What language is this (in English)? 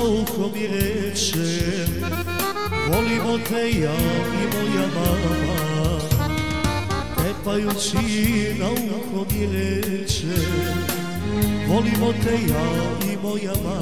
Croatian